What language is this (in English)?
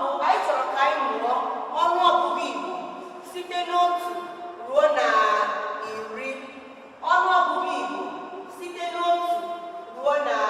Igbo